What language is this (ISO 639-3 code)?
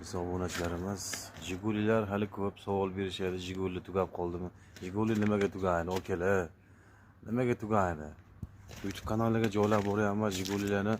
uzb